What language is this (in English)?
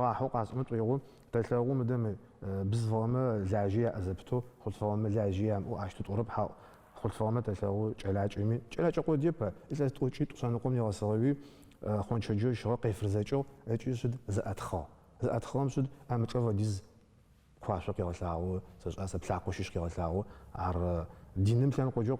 Adyghe